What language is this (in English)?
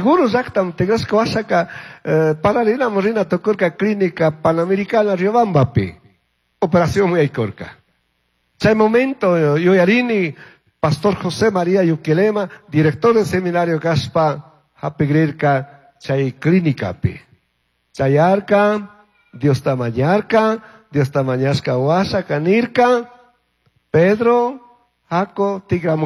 Chimborazo Highland Quichua